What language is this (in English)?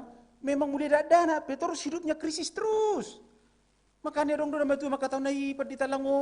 Batak Simalungun